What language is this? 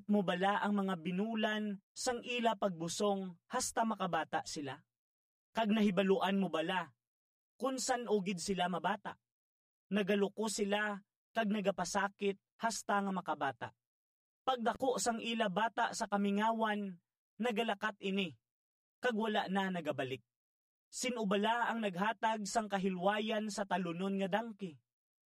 Hiligaynon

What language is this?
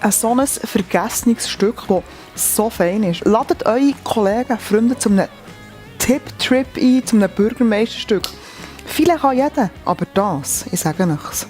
Swiss German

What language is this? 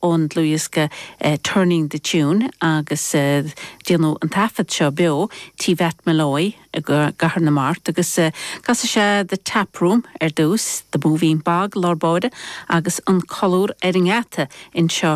Irish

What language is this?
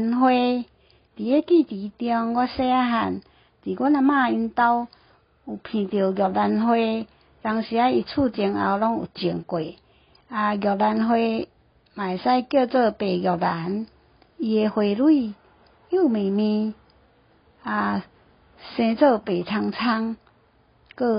Min Nan Chinese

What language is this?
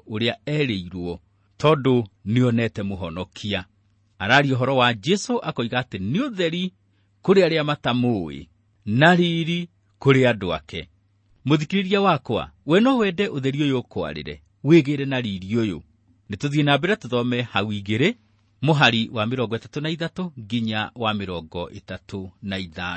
Kikuyu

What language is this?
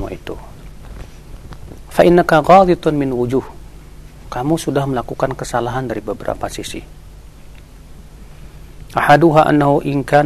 Indonesian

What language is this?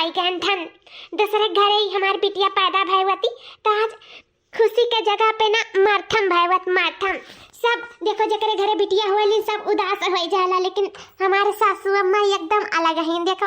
Awadhi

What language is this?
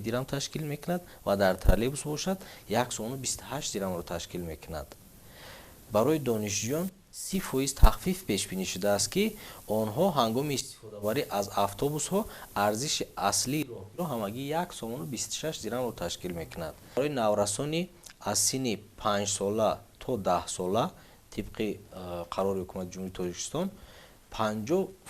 Tajik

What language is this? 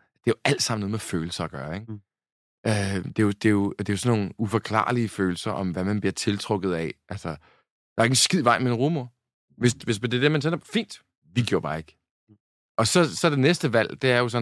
Danish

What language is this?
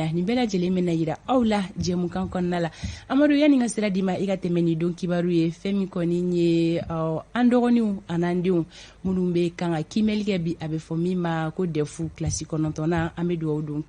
Bambara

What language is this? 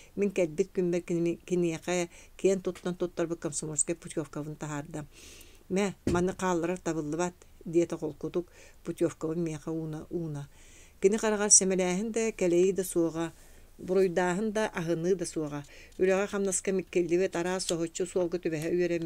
Yakut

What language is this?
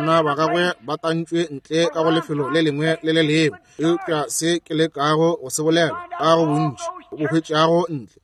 Northern Sotho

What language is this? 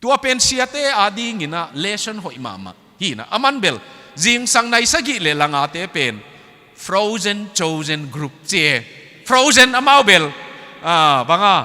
Tedim Chin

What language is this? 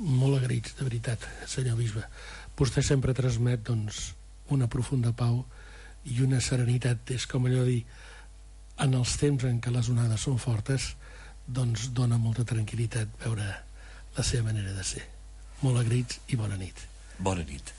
Catalan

